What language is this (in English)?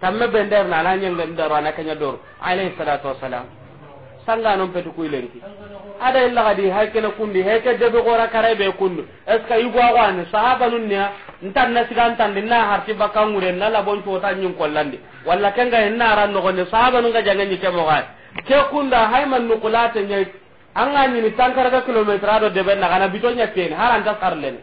Soninke